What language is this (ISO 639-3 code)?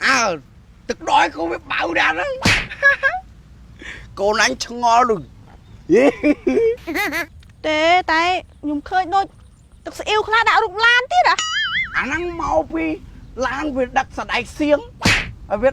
khm